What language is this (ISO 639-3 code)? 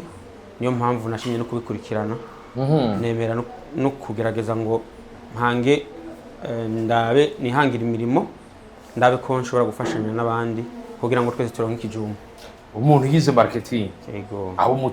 run